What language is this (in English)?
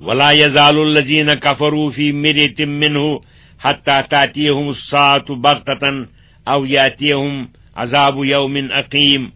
Kashmiri